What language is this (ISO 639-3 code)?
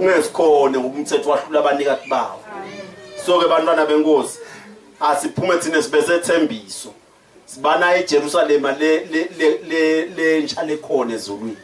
zul